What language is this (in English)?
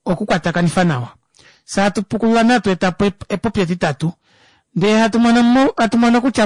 Kuanyama